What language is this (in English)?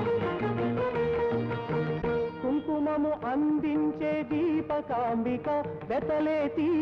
Telugu